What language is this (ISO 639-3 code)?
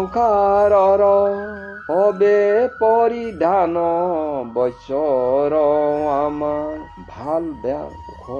asm